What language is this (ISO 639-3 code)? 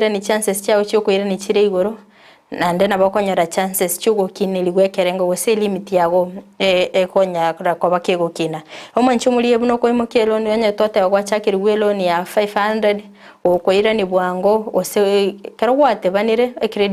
guz